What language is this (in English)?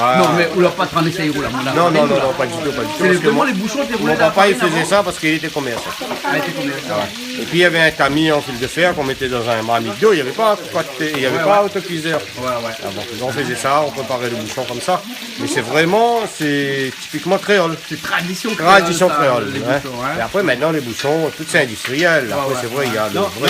Réunion Creole French